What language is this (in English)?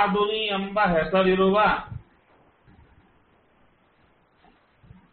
Kannada